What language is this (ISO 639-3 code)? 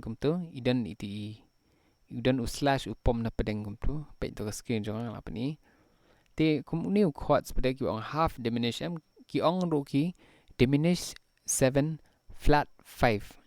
kha